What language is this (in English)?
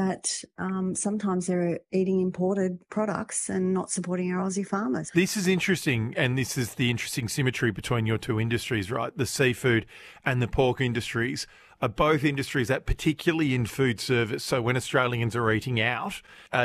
English